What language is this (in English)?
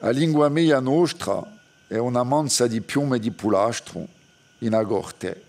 Corsican